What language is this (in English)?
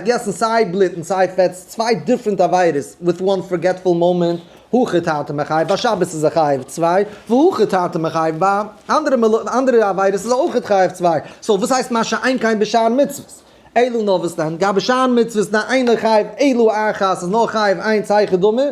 Yiddish